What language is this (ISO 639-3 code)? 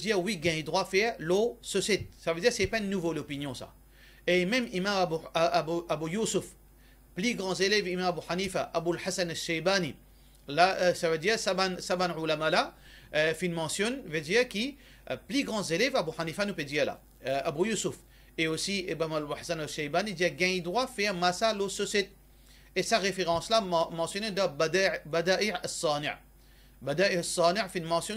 mfe